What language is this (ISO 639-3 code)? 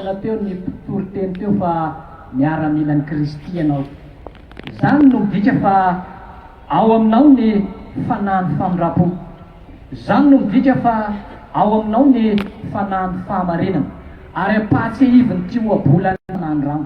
mlg